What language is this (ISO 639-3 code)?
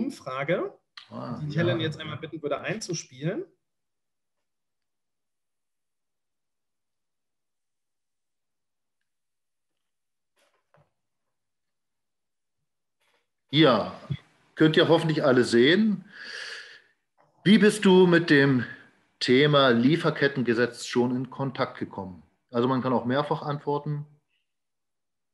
deu